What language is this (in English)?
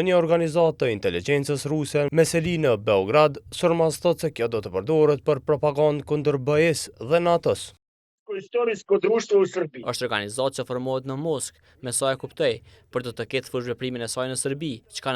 Albanian